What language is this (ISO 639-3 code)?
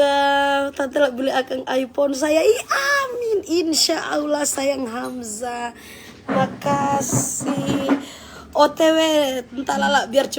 xmm